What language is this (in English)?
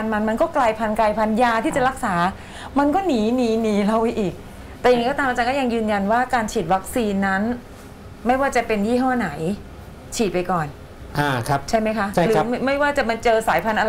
Thai